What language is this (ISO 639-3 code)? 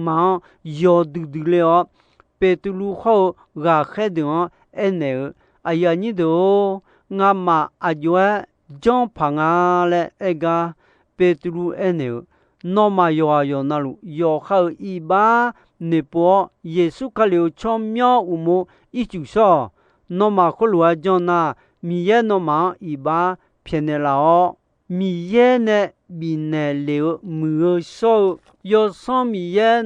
ahk